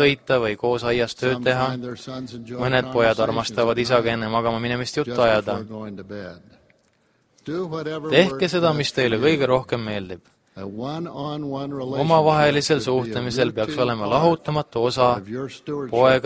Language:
Estonian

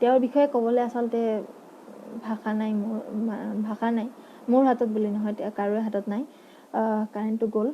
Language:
Assamese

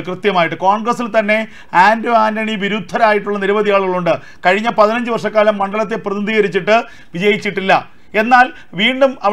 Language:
Malayalam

